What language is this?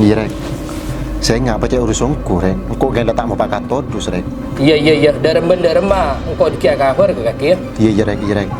Madurese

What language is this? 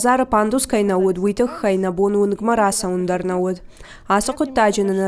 Ossetic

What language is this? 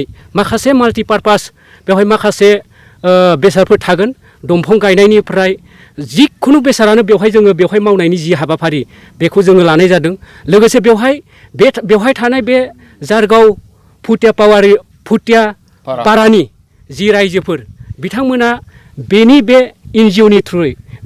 Bodo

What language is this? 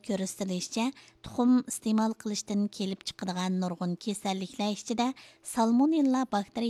Uyghur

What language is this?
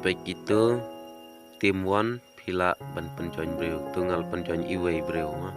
Khasi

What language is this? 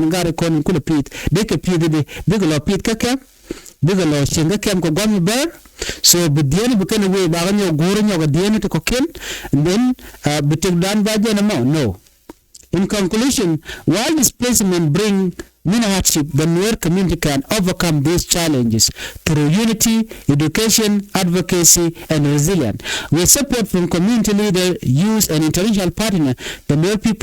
Nuer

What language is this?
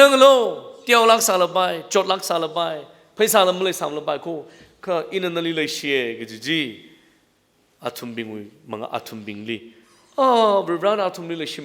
Tangkhul Naga (India)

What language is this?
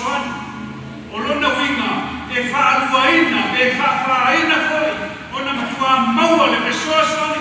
Samoan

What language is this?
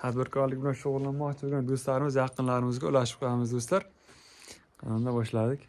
Uzbek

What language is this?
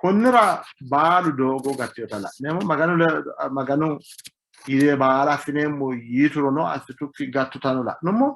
Sidamo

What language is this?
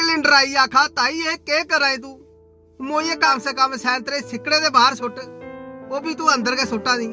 Dogri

